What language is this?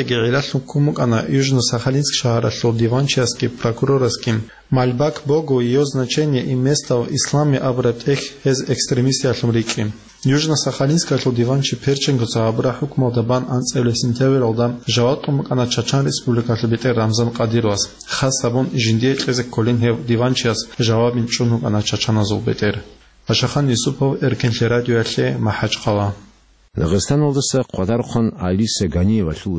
Avaric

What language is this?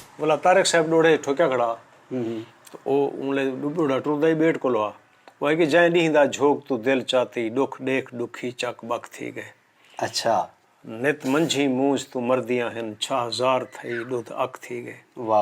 Saraiki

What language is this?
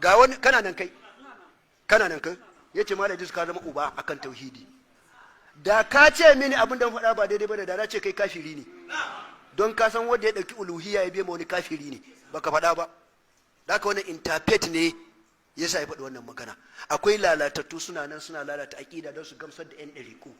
Hausa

